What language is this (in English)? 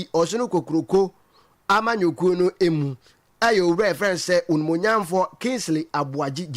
Akan